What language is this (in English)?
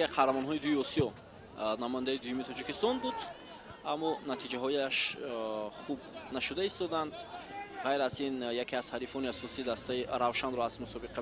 Tajik